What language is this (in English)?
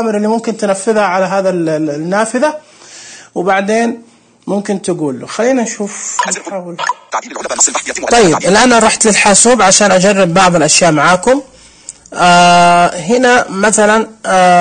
Najdi Arabic